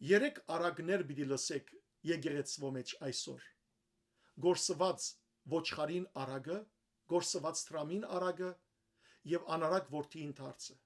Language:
Western Armenian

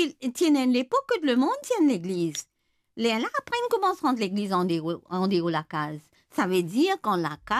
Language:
Morisyen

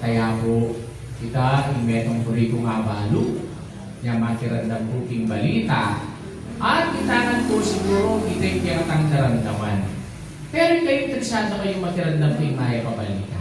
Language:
Pampanga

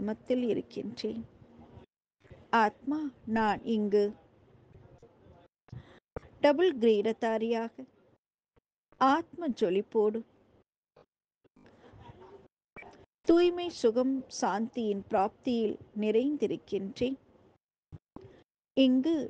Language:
Tamil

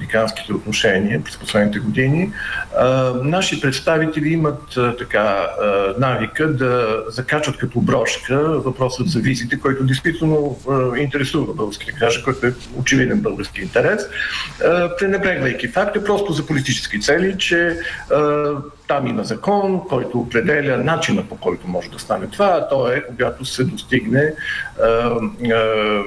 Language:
Bulgarian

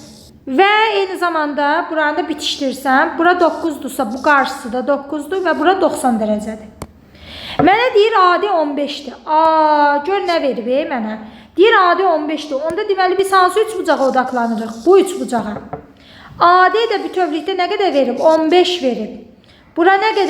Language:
Azerbaijani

